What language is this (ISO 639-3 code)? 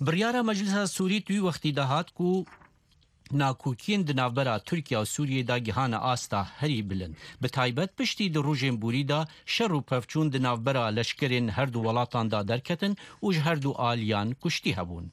kur